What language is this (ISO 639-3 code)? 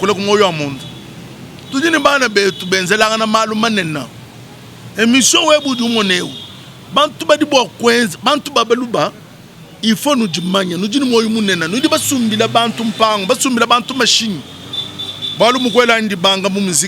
lua